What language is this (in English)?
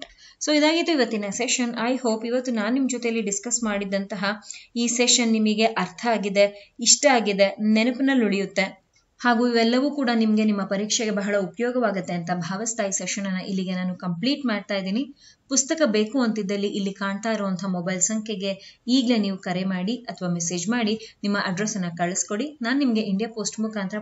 Kannada